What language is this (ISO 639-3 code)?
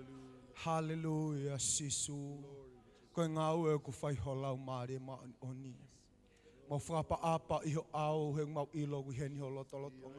ton